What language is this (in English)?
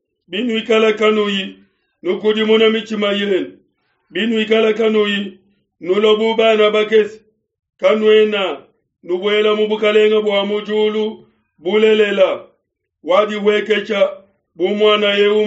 Luba-Lulua